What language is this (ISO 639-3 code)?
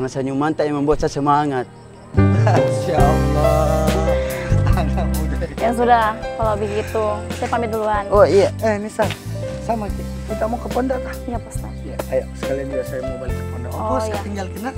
mfp